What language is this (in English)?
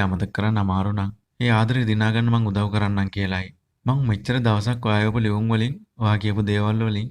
Sinhala